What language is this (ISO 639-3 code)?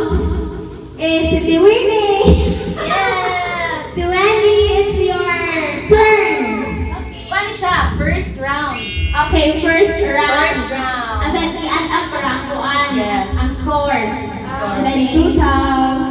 ceb